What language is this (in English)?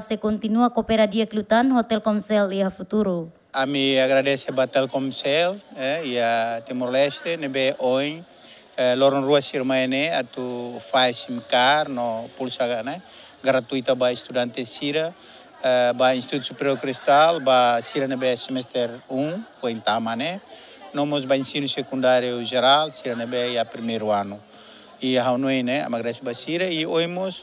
Tetum